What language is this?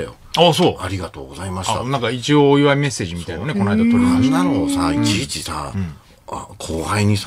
Japanese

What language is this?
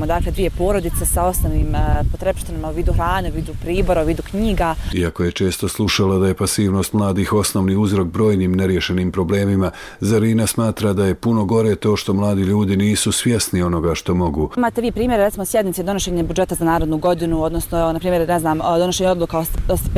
Bosnian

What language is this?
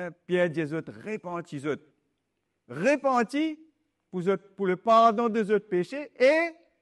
Morisyen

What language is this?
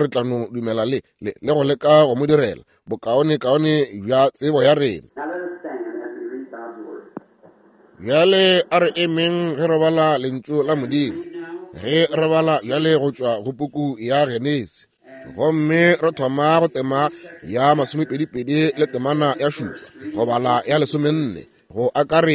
Northern Sotho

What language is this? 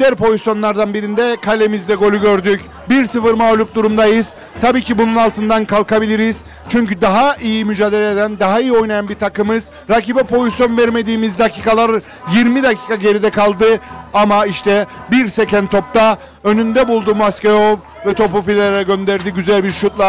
Turkish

